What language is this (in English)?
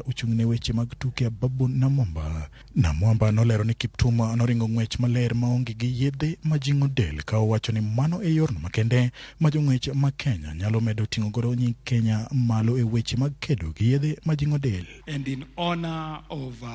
Luo (Kenya and Tanzania)